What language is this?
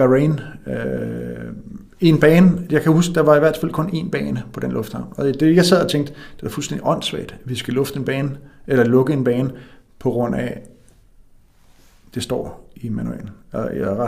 Danish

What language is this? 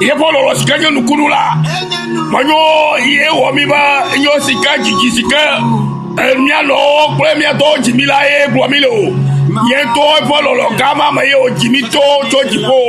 Ewe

